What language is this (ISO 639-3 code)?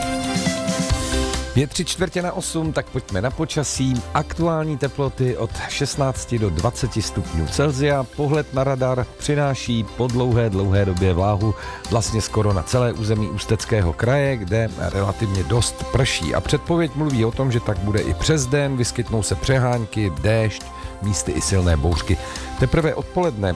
ces